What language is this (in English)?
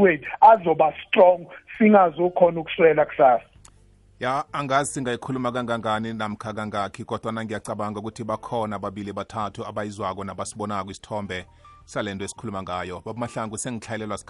South Ndebele